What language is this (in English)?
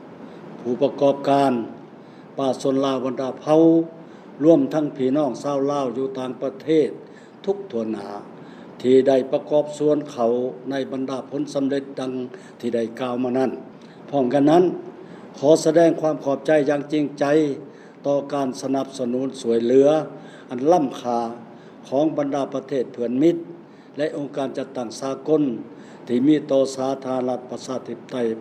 Lao